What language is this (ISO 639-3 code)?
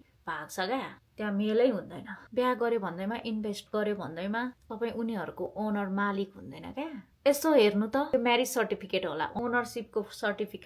nep